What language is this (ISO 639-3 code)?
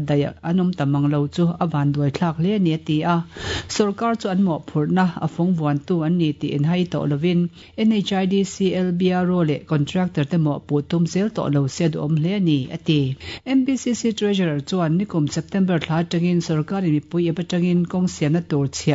lus